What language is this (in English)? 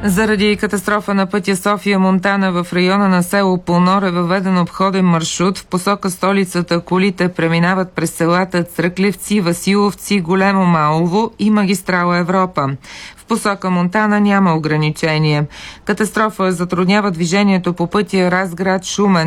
Bulgarian